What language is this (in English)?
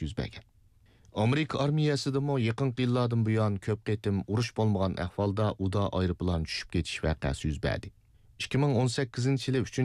Uyghur